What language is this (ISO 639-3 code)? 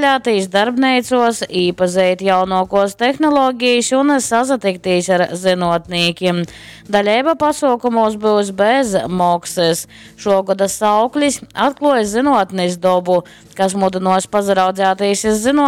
ltg